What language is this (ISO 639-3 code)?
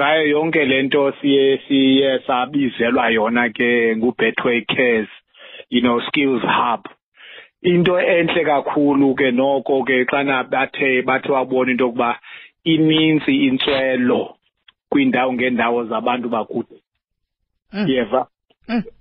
xho